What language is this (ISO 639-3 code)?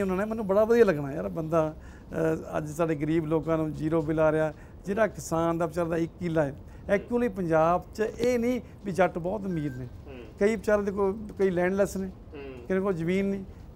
pan